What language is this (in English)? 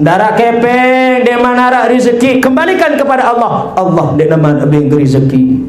Sasak